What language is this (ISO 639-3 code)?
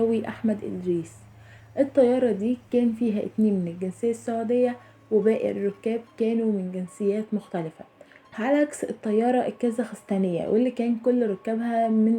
arz